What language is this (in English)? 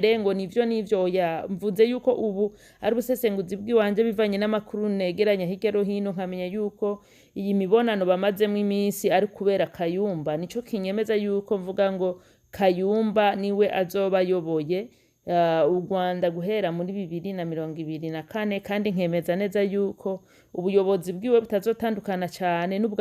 Rundi